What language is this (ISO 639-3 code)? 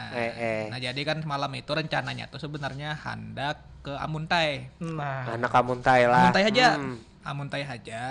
bjn